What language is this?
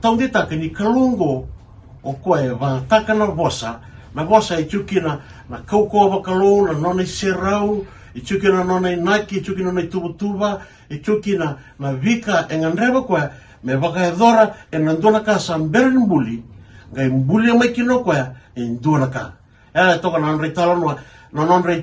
Fijian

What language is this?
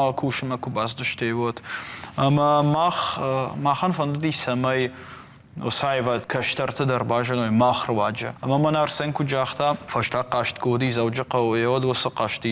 Ossetic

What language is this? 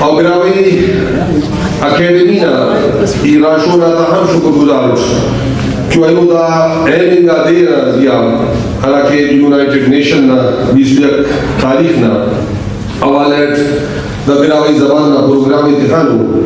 Brahui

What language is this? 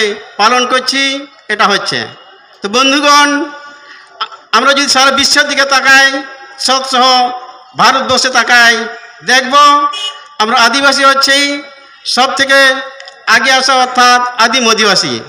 Santali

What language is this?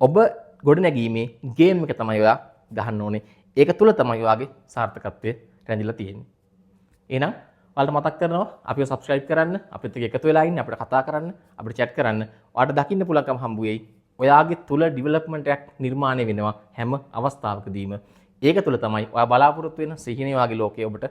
Sinhala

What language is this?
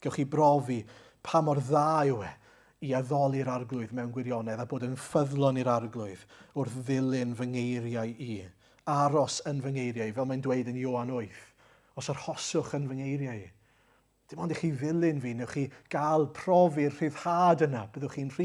Welsh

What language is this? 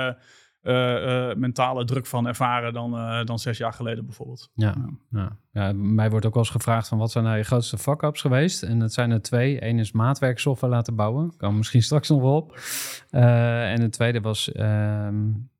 Dutch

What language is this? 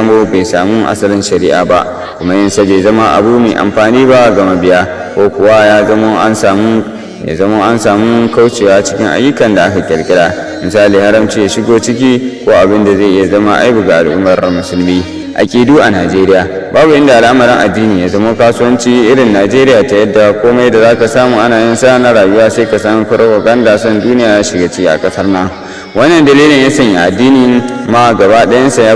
Hausa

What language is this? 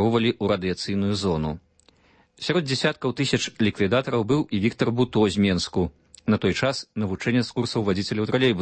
Belarusian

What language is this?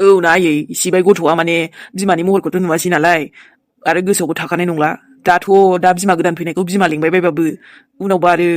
Bodo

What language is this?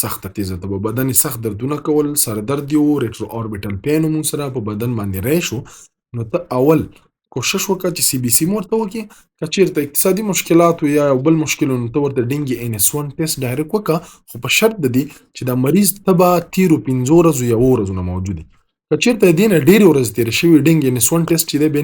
Pashto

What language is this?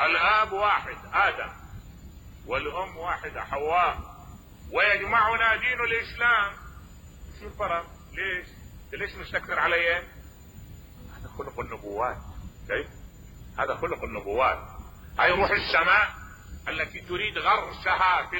Mesopotamian Arabic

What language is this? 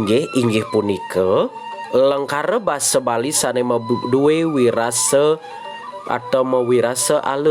Balinese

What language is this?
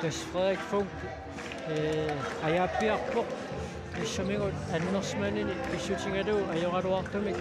Kalaallisut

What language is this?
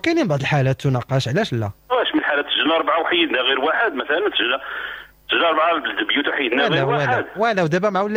Moroccan Arabic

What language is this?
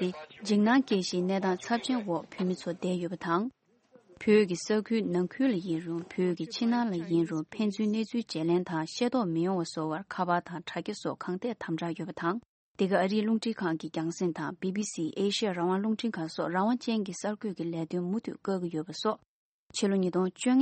Tibetan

